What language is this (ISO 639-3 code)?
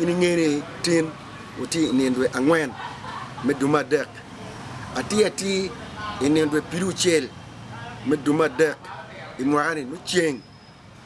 ach